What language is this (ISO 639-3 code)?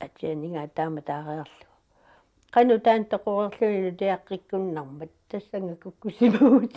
kal